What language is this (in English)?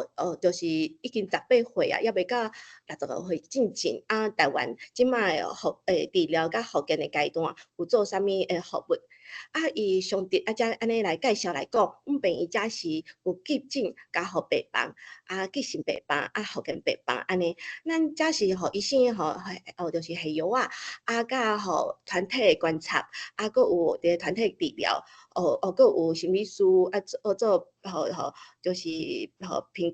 Min Nan Chinese